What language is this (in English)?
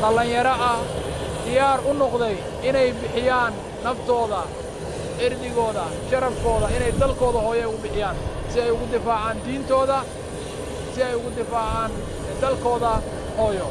Somali